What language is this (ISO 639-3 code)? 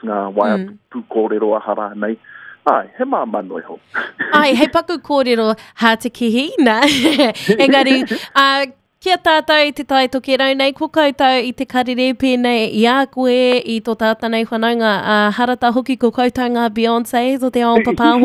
mri